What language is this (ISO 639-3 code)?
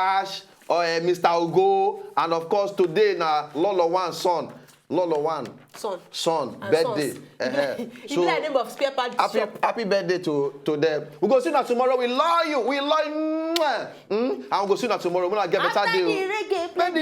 pcm